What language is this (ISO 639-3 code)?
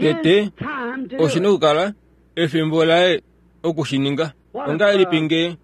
kua